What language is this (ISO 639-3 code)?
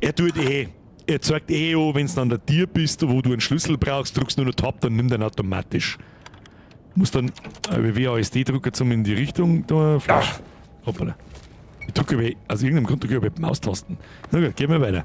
bar